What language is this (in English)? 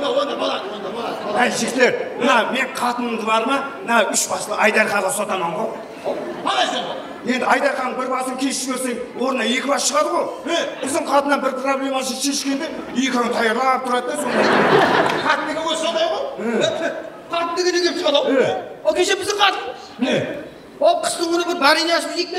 Kara-Kalpak